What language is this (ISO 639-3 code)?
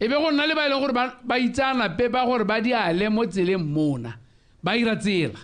tsn